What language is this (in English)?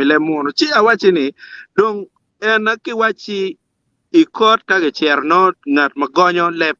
Acoli